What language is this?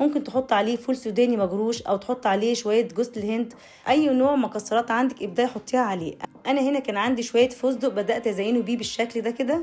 Egyptian Arabic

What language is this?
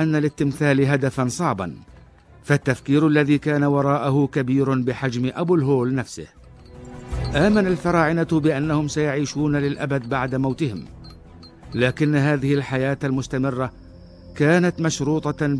Arabic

